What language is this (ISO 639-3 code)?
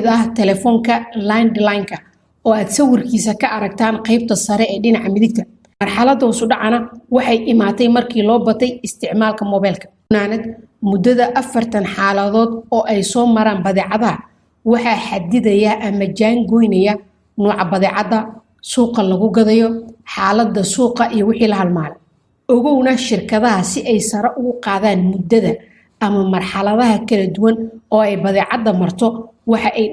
som